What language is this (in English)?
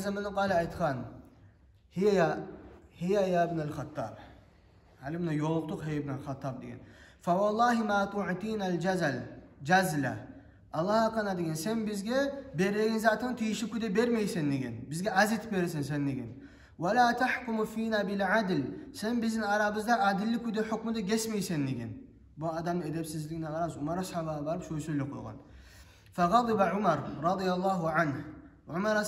Kumyk